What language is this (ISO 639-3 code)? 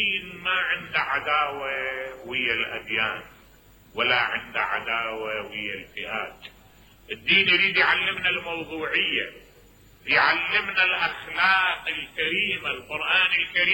acm